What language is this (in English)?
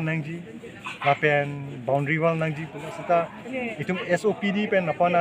Karbi